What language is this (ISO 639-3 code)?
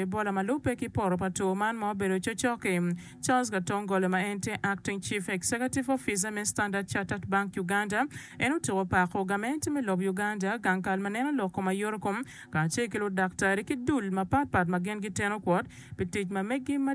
ach